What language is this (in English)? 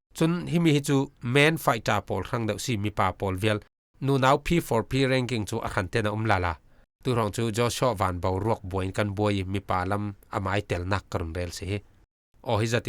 Falam Chin